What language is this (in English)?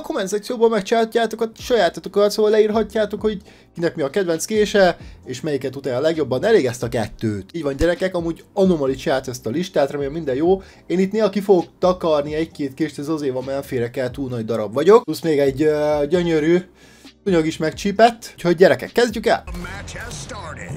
Hungarian